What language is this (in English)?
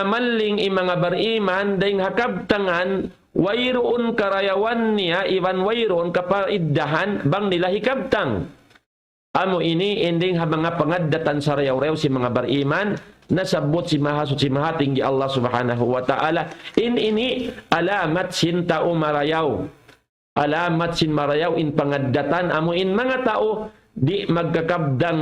Tausug